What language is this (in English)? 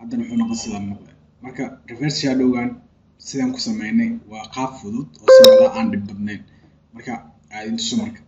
Somali